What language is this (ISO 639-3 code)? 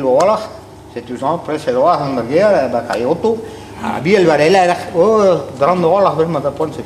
bre